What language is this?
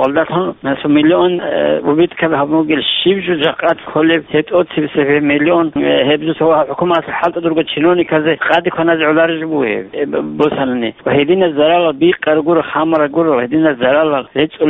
Avaric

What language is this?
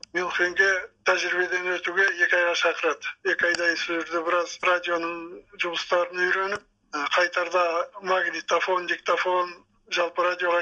Kazakh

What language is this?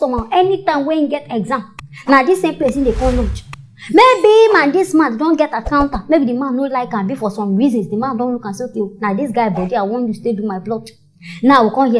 Nigerian Pidgin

